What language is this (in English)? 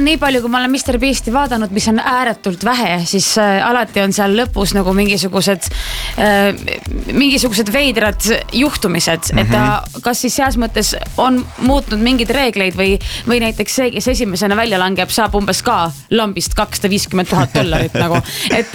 Estonian